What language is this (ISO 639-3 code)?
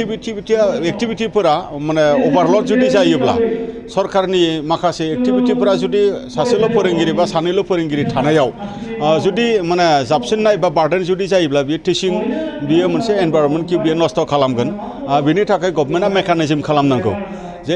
brx